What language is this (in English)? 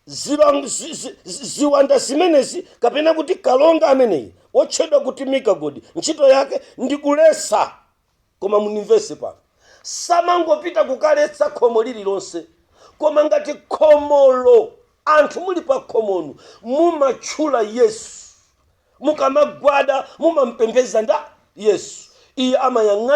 Nyanja